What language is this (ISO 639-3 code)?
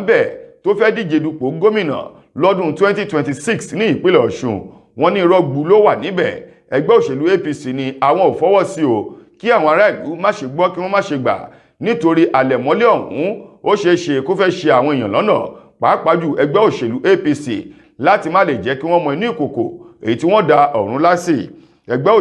yor